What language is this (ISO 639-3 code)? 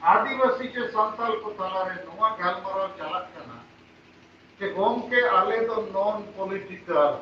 sat